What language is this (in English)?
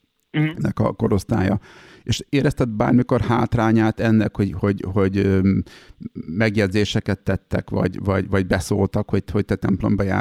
Hungarian